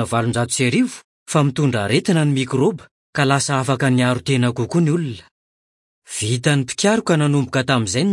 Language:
Malagasy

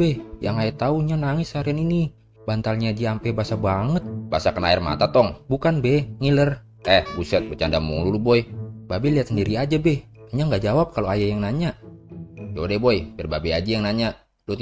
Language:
Betawi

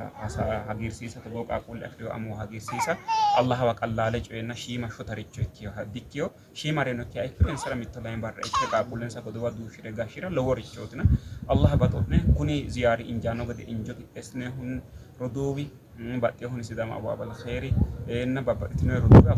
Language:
Sidamo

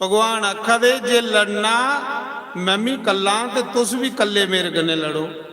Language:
Dogri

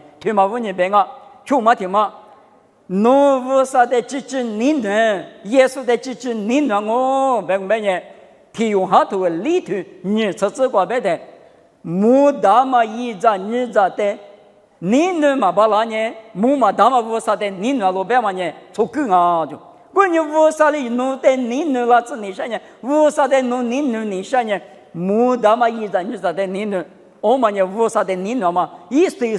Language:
Lisu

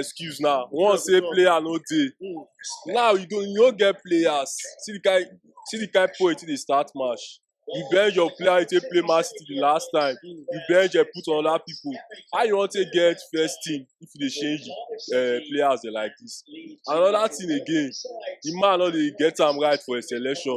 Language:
Nigerian Pidgin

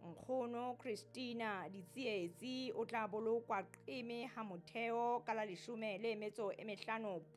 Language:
Southern Sotho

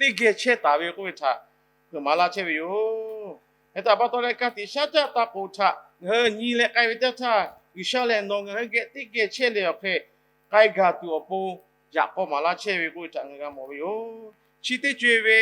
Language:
Lahu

